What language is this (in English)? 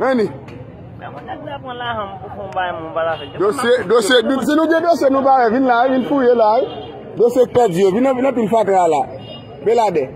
Haitian Creole